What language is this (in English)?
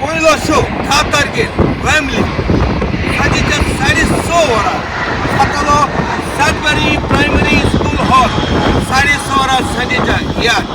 Konkani